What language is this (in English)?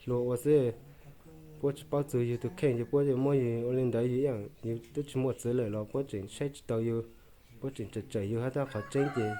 Hmong